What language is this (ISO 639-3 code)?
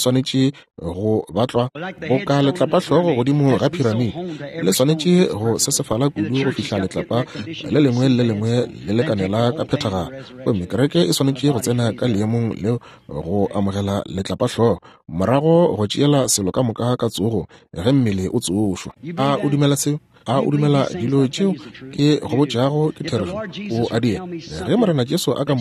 nso